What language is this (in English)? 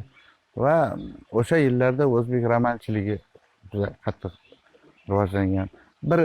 Uzbek